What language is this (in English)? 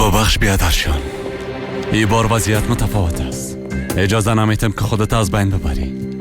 Persian